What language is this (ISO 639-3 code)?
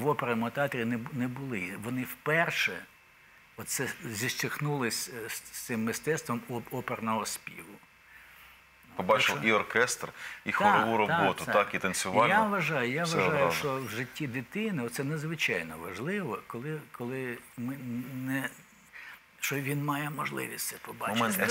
ukr